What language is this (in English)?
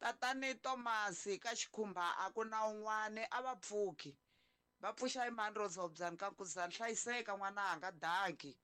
Tsonga